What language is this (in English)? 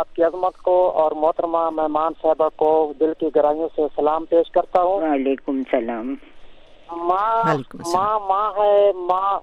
Urdu